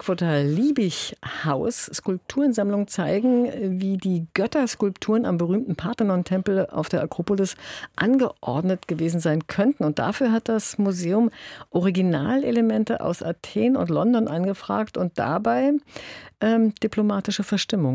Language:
German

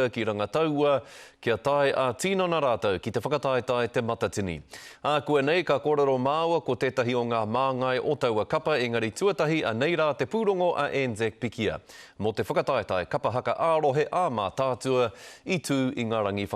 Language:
Māori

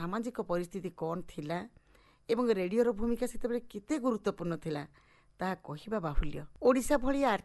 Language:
Odia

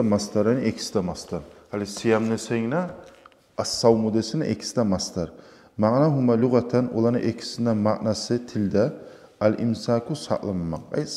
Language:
Kumyk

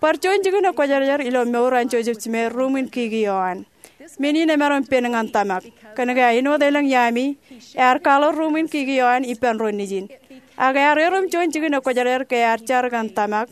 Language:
Marshallese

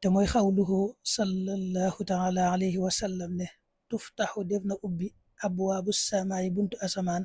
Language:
Wolof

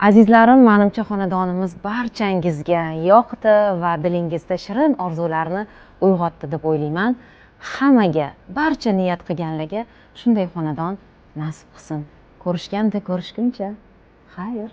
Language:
Uzbek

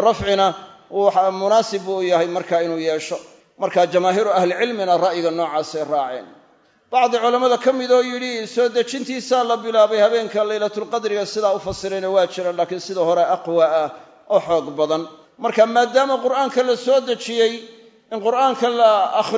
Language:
Somali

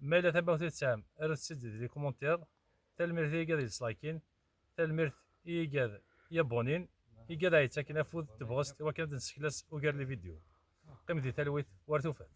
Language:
Kabyle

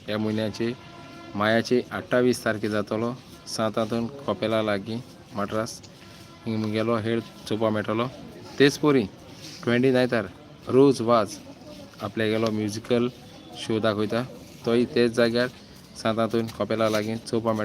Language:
Konkani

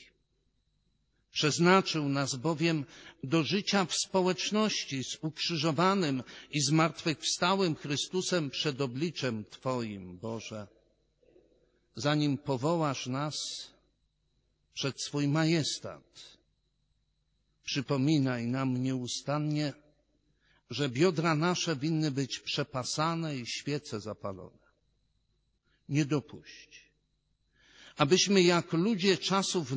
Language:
Polish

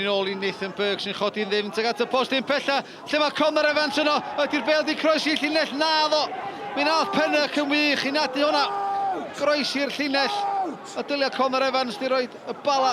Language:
Welsh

